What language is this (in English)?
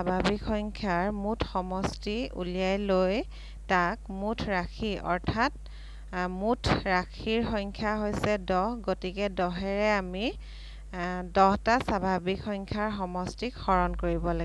Assamese